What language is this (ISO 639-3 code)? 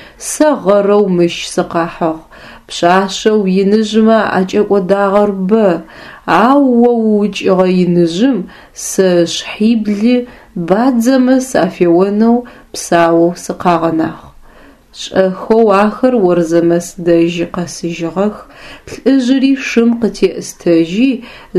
ady